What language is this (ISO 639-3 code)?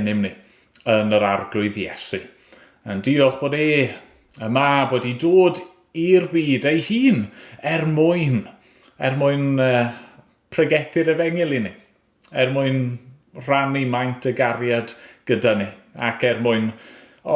cym